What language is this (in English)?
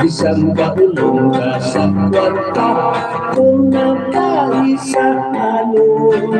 Hiligaynon